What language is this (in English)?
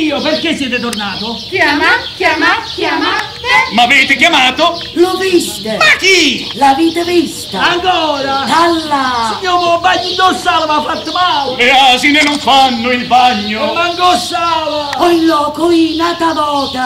Italian